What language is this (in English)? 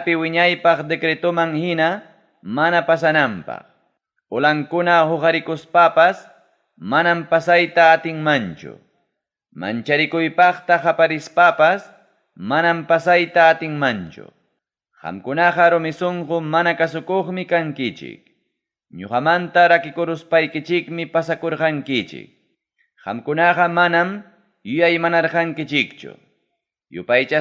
Ayacucho Quechua